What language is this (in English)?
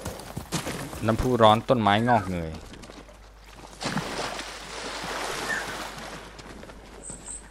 Thai